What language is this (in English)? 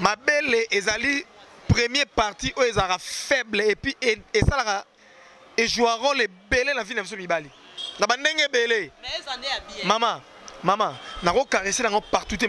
Lingala